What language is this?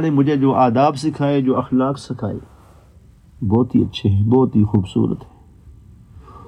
Urdu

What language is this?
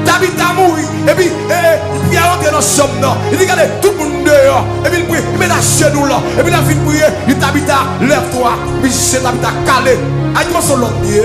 Haitian Creole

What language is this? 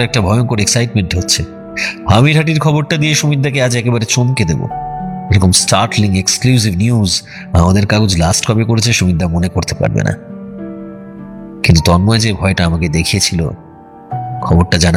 Bangla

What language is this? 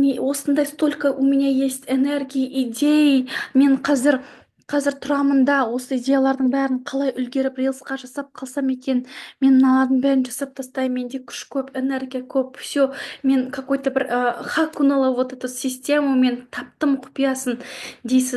Kazakh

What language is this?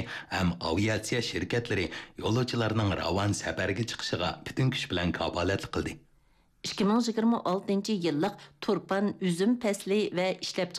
Uyghur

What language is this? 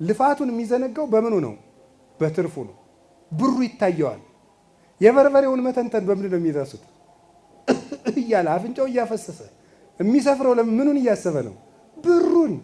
Amharic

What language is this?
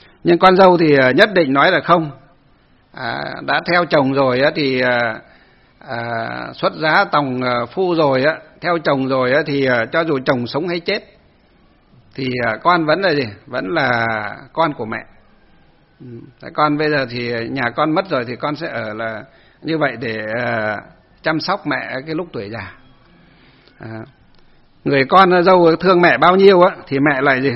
Vietnamese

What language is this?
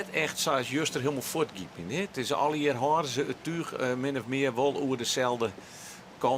Western Frisian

